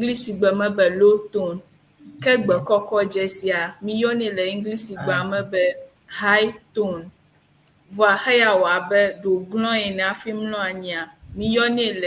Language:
Ewe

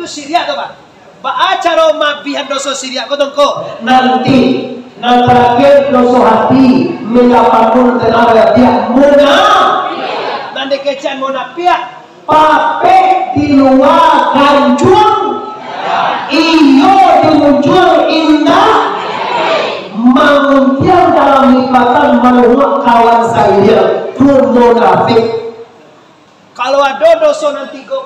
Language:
Minangkabau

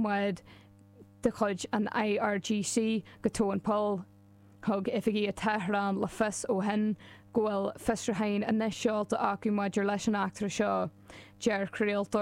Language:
Irish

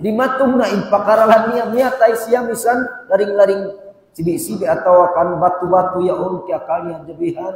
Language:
Tausug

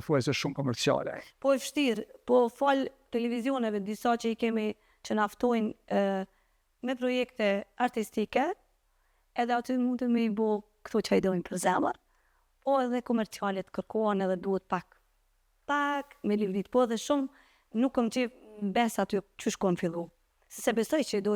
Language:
Albanian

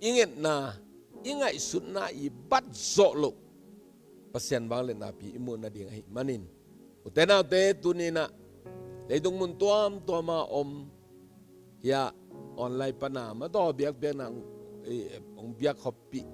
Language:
Tedim Chin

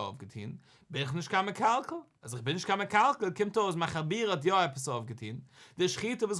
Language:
Yiddish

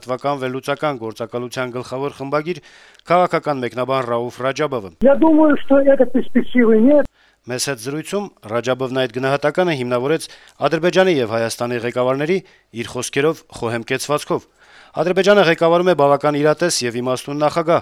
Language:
Armenian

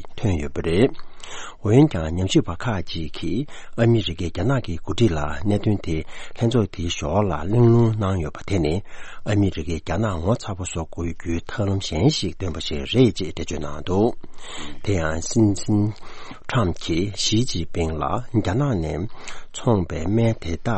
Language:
Tibetan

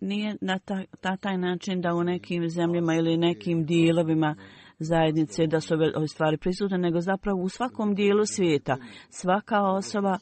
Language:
Bosnian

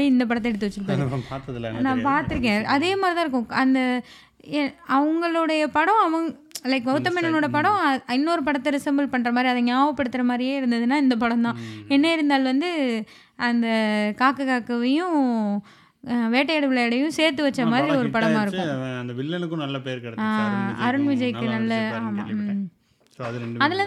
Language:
Tamil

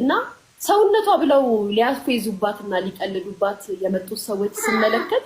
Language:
Amharic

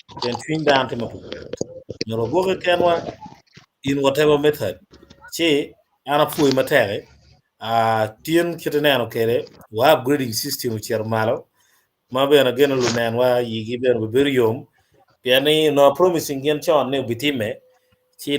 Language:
Acoli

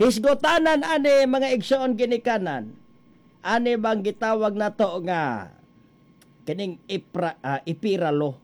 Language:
Cebuano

